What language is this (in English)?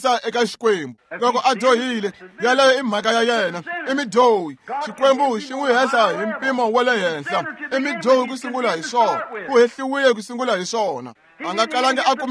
Tsonga